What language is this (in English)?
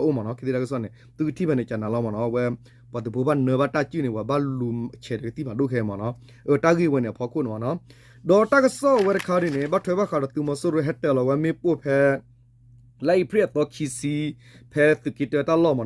S'gaw Karen